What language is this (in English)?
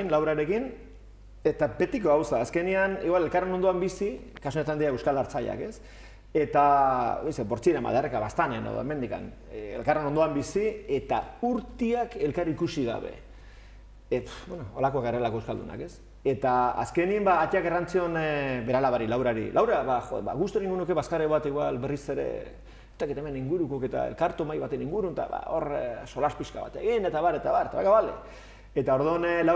Basque